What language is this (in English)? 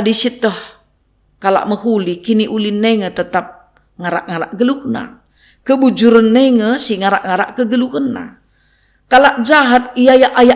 Batak Karo